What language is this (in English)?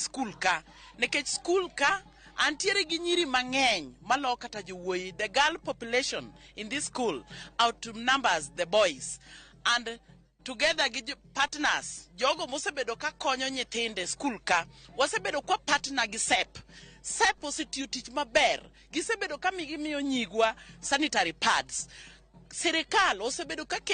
Luo (Kenya and Tanzania)